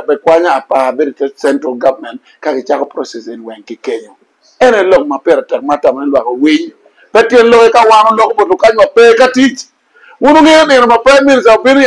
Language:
Acoli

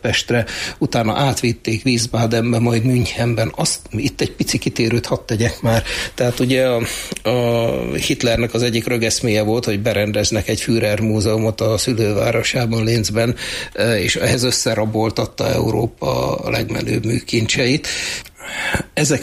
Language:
Hungarian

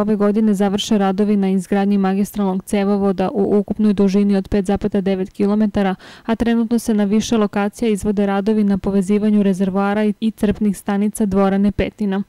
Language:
Serbian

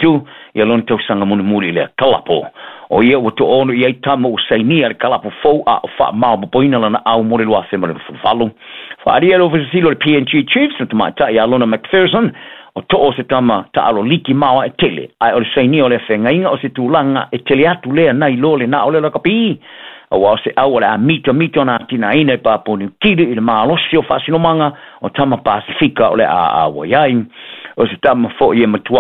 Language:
Samoan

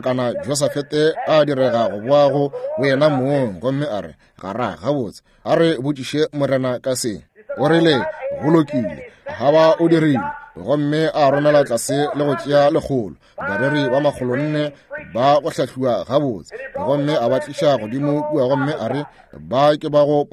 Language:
Northern Sotho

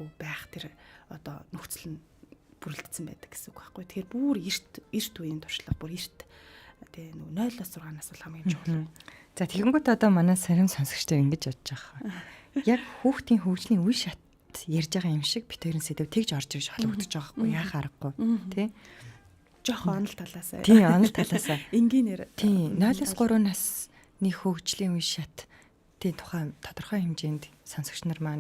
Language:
Mongolian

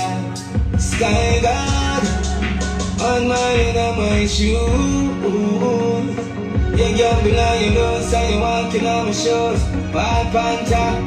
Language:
Jamaican Creole English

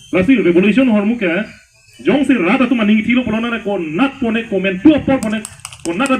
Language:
Karbi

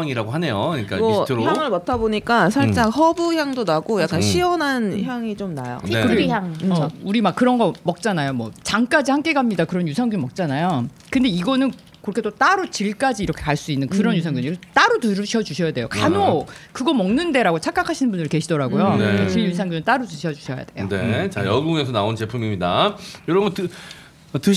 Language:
Korean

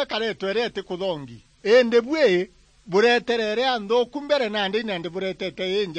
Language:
Meru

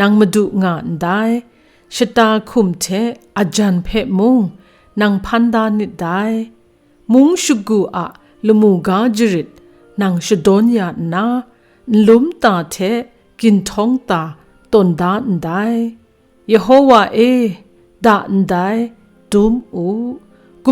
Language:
Kachin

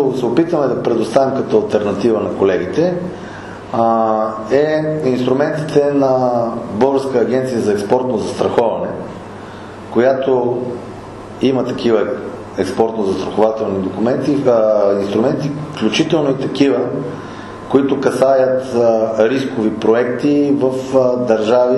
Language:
Bulgarian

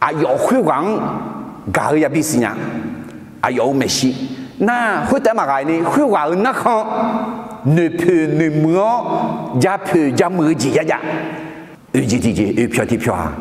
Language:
Akha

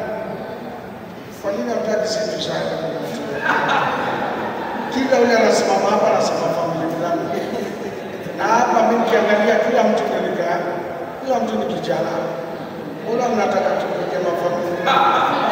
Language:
Swahili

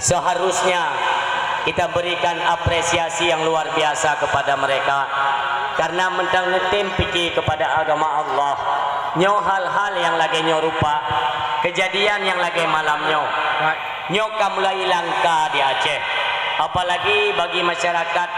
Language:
Achinese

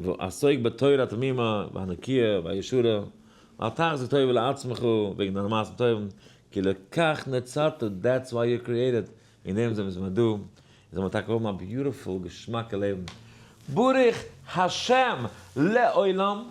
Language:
Yiddish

